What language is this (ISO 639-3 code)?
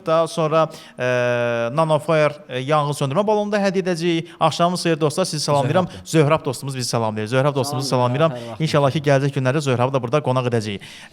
aze